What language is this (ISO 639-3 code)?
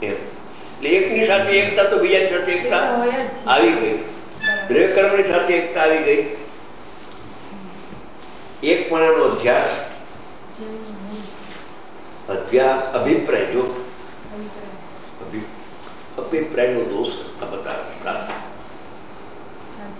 guj